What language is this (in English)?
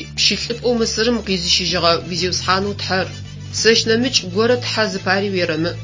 Adyghe